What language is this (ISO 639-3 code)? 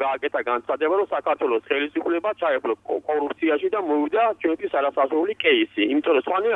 kat